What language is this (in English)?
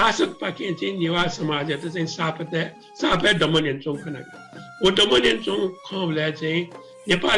Newari